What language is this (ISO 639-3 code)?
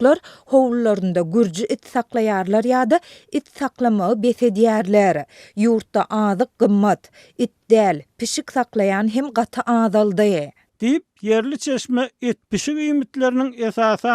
tuk